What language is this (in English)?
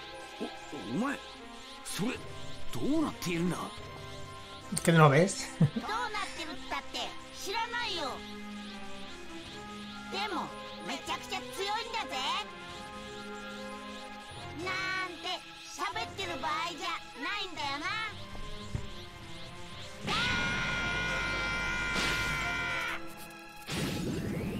Japanese